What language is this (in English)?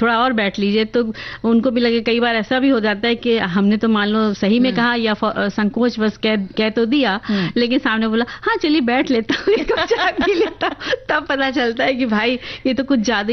Hindi